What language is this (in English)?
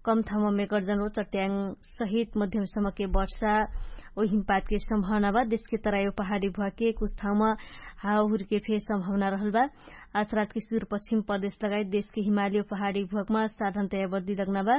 Dangaura Tharu